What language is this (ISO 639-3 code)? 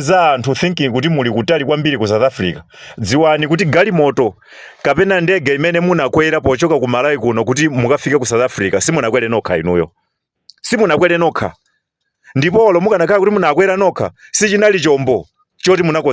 nya